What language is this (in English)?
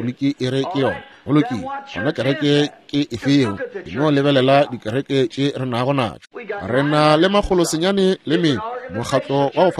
Northern Sotho